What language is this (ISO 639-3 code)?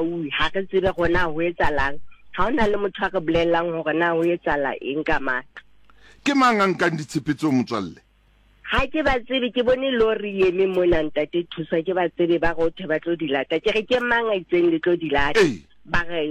sot